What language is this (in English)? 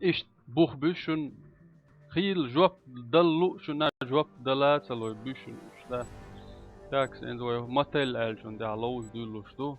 Chechen